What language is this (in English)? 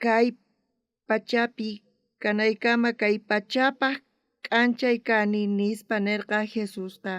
South Bolivian Quechua